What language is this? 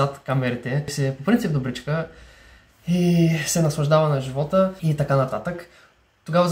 Bulgarian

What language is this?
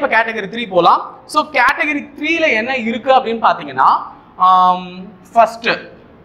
Tamil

